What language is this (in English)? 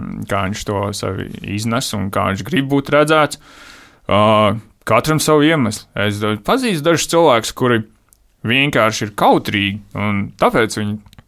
Latvian